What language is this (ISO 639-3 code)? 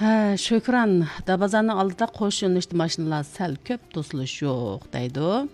uig